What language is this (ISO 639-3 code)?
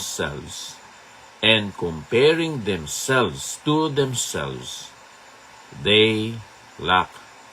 hil